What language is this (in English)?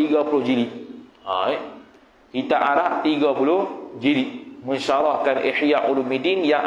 Malay